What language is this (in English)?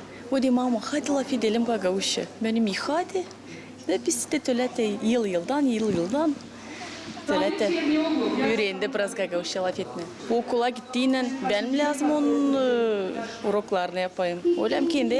Gagauz